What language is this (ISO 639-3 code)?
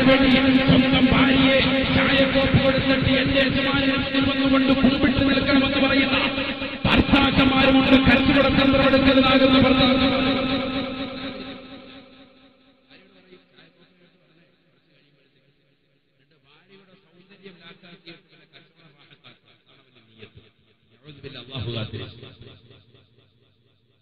mal